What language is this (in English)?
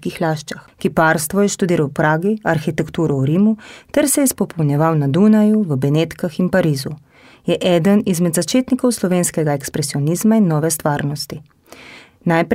Slovenian